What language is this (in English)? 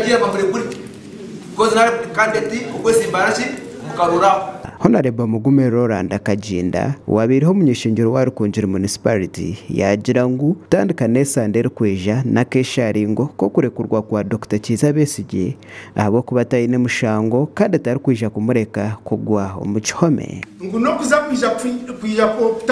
Nyankole